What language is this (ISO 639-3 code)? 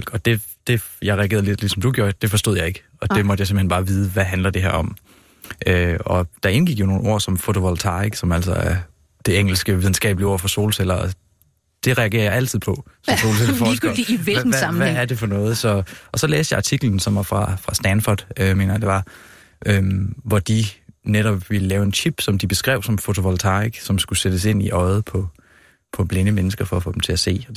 dan